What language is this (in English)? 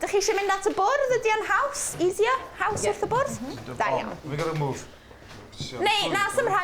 Welsh